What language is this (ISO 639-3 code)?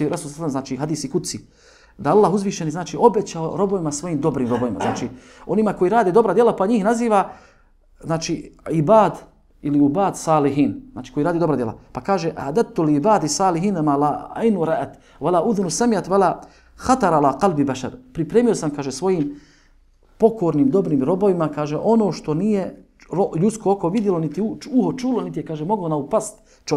bos